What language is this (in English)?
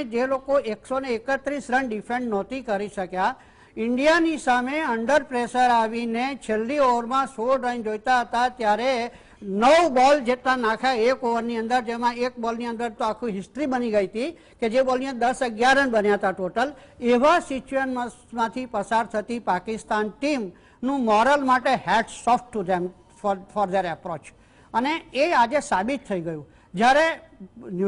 Gujarati